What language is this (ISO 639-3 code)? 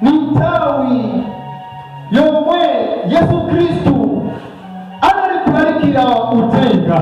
nya